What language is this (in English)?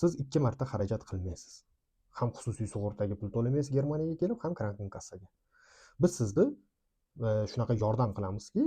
Uzbek